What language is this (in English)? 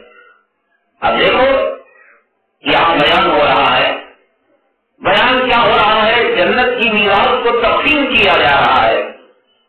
Urdu